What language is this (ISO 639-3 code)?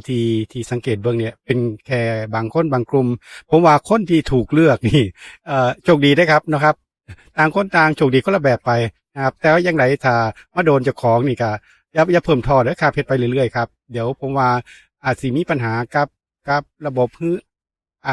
tts